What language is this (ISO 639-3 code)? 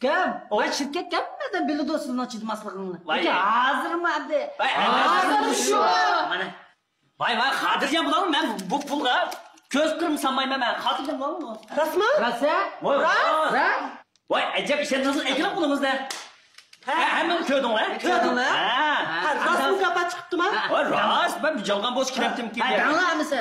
uig